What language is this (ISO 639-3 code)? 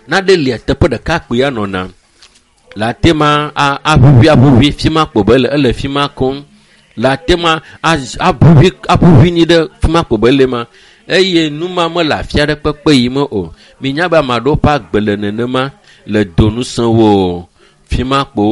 ewe